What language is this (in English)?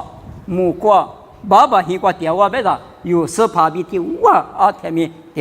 Lisu